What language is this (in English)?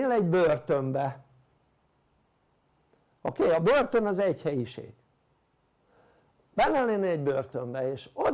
Hungarian